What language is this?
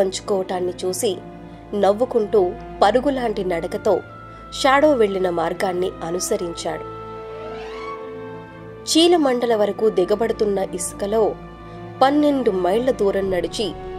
Telugu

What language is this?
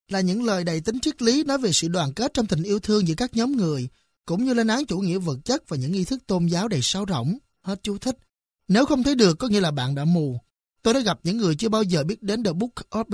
Vietnamese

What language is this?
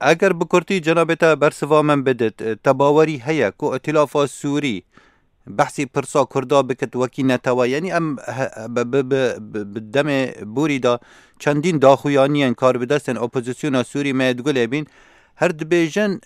Kurdish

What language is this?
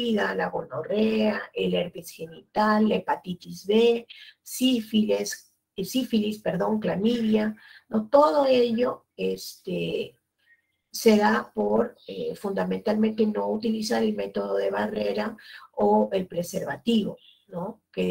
Spanish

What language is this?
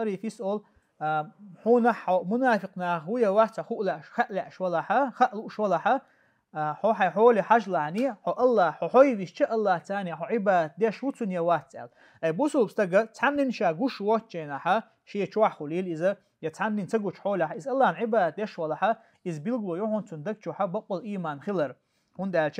Chechen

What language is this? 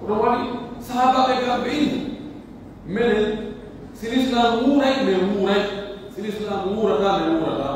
Pular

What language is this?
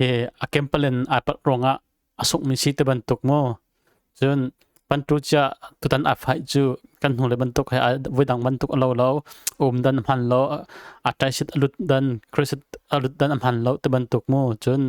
Hakha Chin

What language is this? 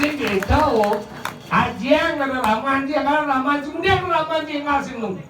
Balinese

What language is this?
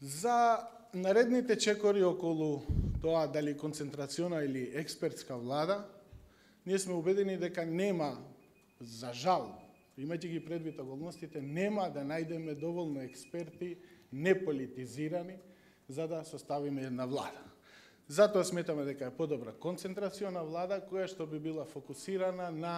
Macedonian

